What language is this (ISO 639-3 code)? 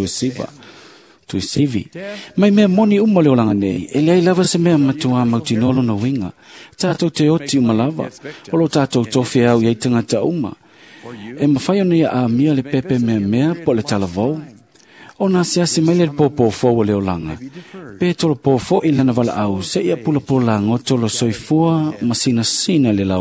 smo